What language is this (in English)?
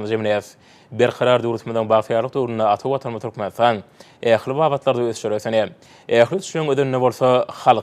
Turkmen